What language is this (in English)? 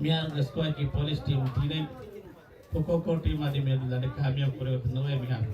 Divehi